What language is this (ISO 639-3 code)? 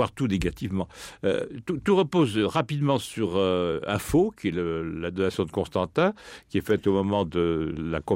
fra